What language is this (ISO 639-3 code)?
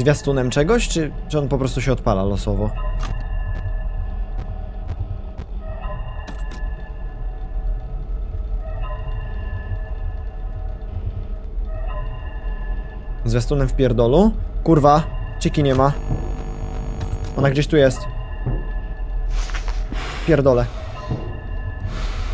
pol